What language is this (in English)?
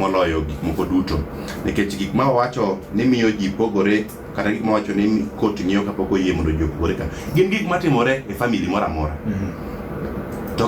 Luo (Kenya and Tanzania)